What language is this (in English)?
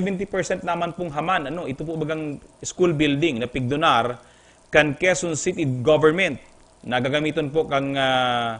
Bikol